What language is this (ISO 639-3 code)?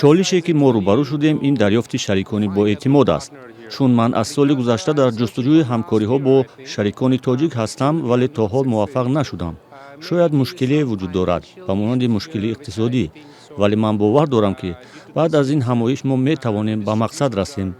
tgk